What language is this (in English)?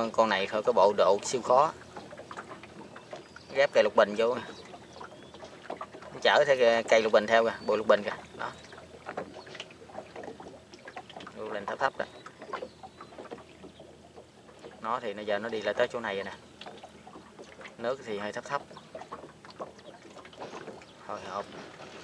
Vietnamese